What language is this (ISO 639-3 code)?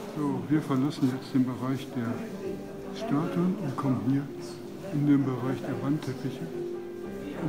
deu